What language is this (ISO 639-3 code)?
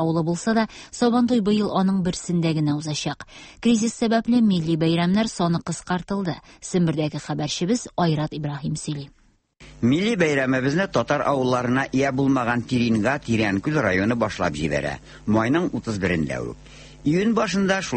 tat